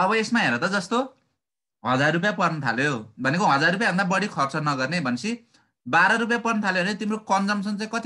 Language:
Nepali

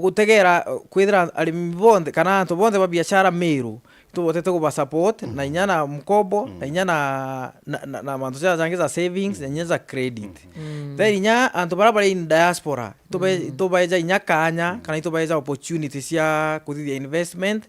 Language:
Meru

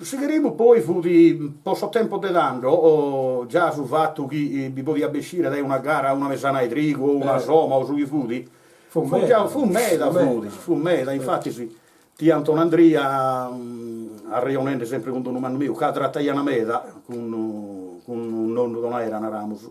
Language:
Sardinian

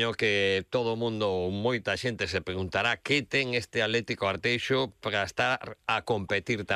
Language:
Galician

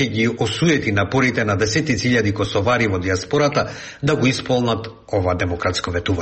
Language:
Macedonian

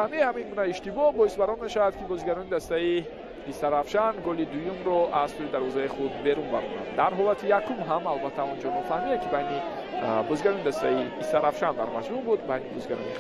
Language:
Tajik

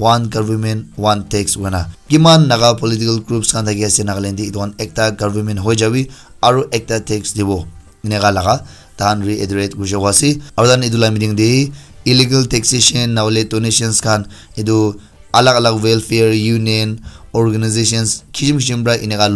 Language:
Naga Pidgin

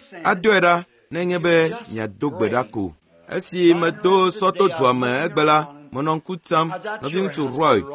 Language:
Ewe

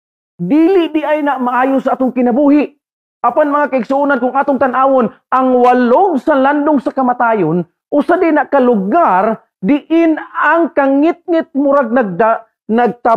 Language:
Cebuano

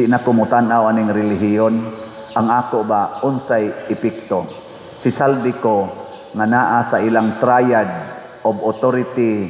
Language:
Cebuano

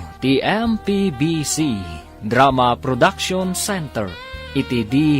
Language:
Iloko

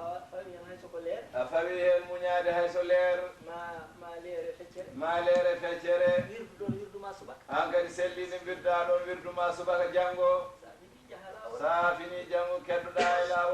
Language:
Fula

